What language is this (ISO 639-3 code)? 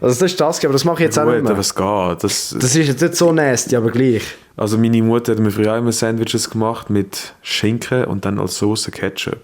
gsw